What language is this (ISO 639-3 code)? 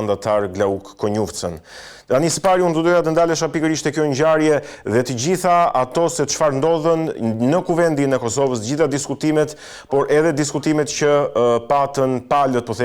sqi